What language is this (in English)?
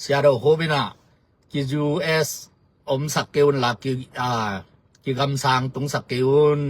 Tedim Chin